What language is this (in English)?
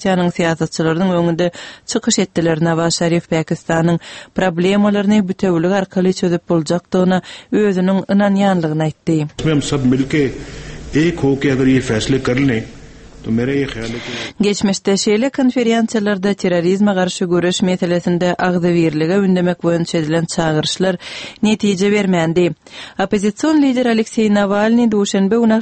Turkmen